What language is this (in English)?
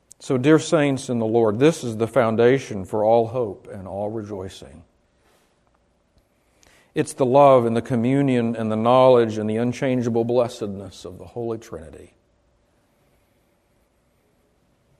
English